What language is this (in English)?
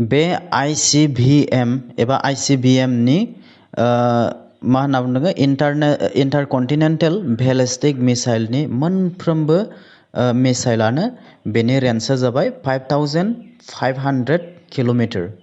Bodo